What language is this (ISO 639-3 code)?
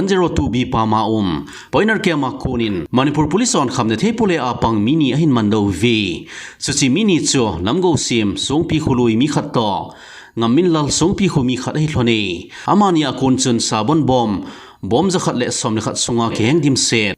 tcz